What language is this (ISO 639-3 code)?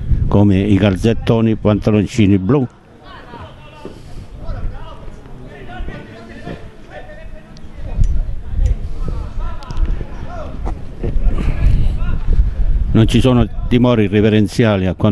ita